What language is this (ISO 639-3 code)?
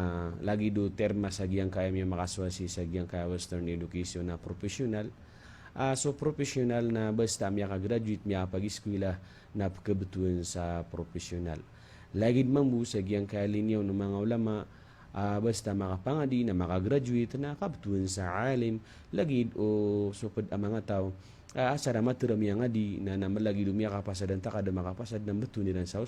mrw